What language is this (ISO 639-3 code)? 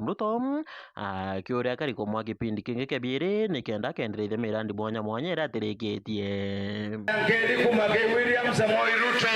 mer